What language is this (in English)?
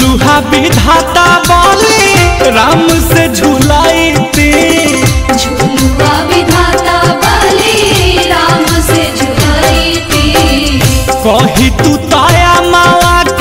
Bhojpuri